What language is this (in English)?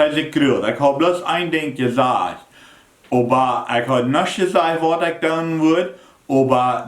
Plautdietsch